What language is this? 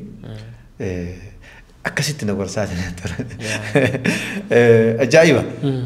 Oromo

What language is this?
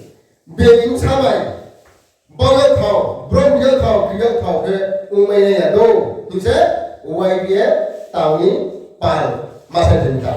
Riang (India)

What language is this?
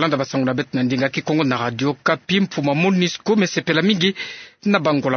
Kituba (Democratic Republic of Congo)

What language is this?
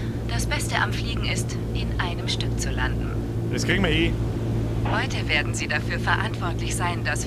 Bavarian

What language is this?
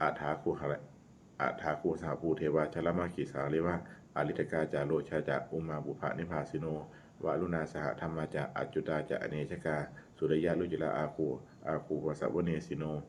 Pali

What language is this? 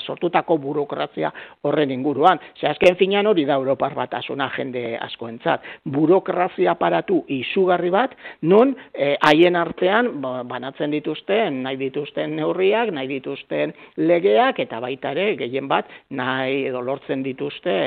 Basque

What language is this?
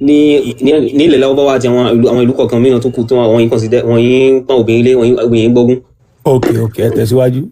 Yoruba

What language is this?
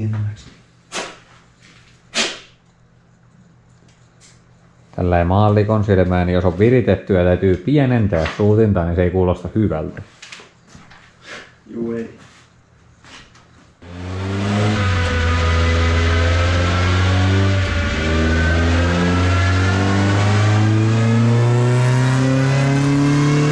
Finnish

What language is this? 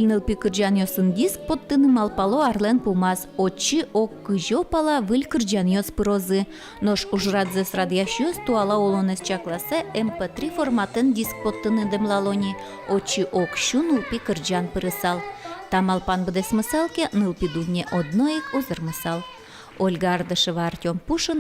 Udmurt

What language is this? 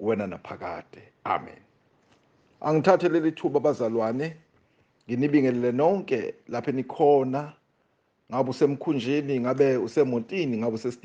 Zulu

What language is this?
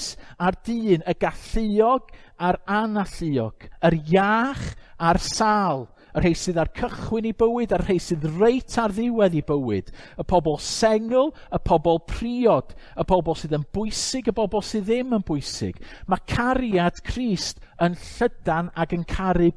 Welsh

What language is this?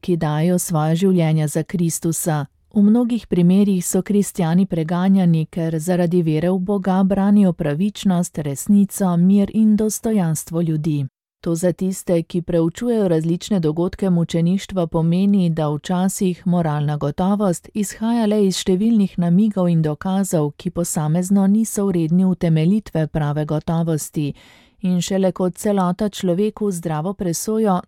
Slovenian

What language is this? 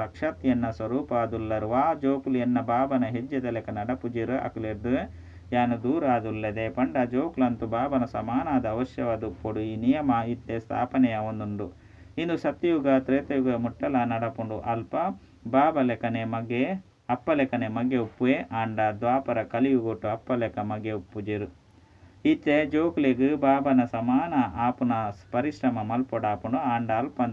Tulu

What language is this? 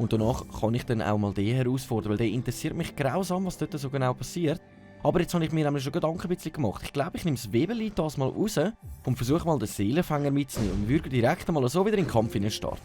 Swiss German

